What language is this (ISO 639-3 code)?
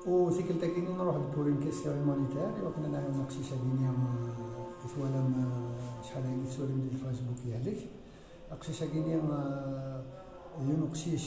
kab